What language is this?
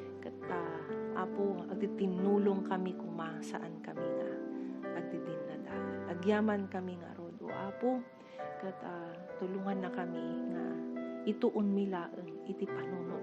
Iloko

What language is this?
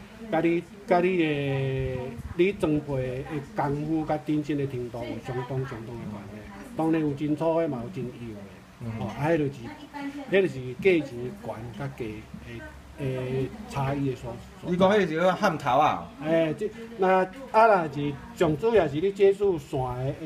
Min Nan Chinese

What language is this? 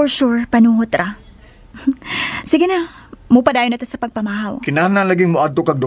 Cebuano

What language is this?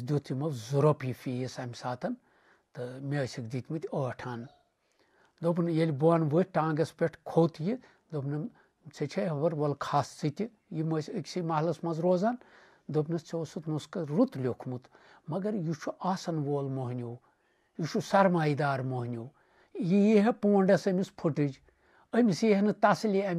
Kashmiri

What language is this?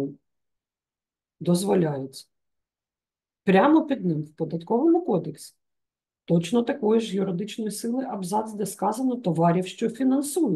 Ukrainian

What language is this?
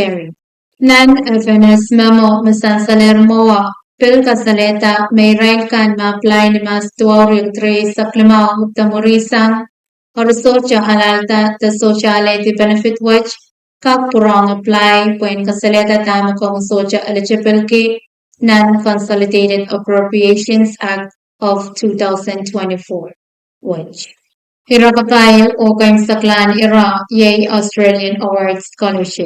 Pohnpeian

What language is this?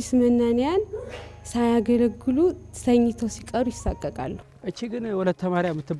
Amharic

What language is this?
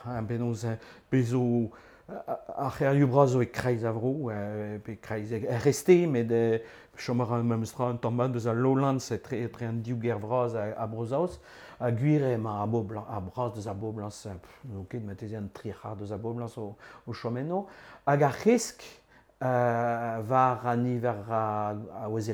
Breton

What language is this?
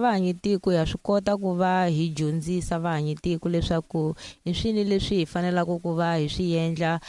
Tsonga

